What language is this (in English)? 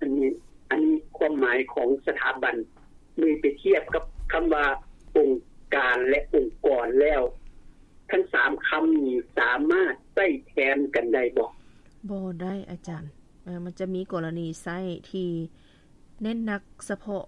Lao